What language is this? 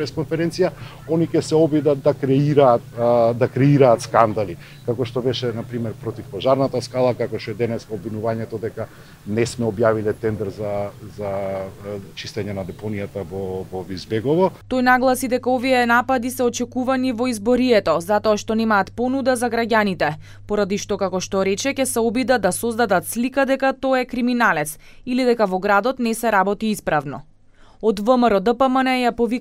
Macedonian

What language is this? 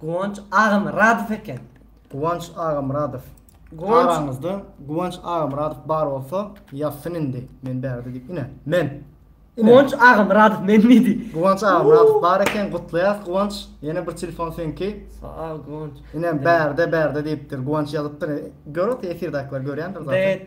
Turkmen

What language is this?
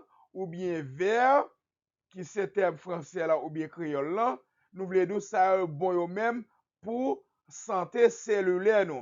Haitian Creole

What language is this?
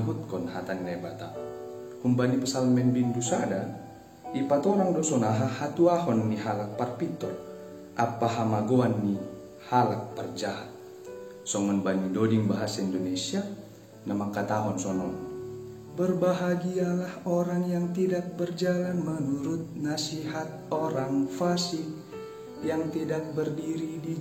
Batak Simalungun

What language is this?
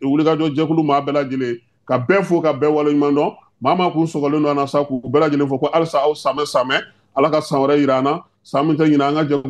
Bambara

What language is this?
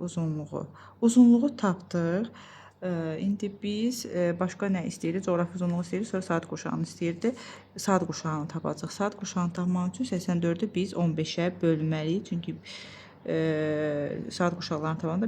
Azerbaijani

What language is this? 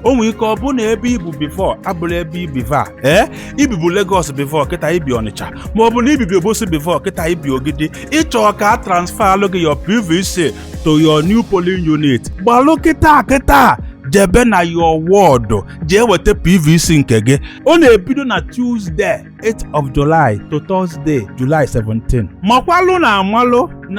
Igbo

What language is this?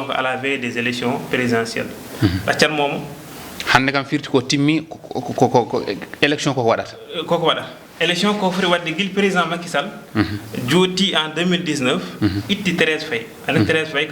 Fula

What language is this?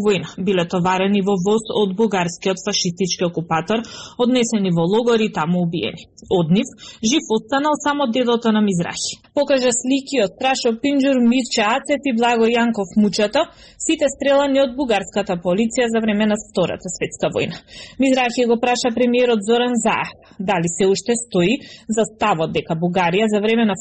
Macedonian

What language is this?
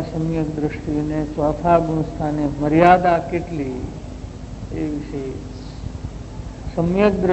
Gujarati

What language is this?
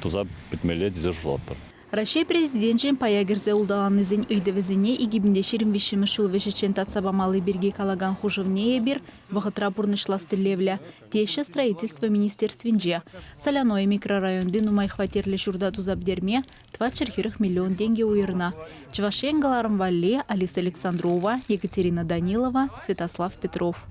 Chuvash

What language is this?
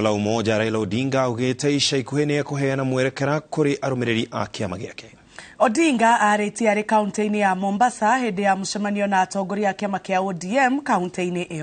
Kikuyu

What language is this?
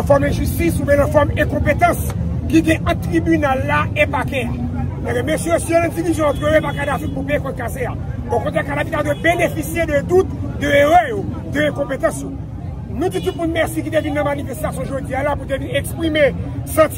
Haitian Creole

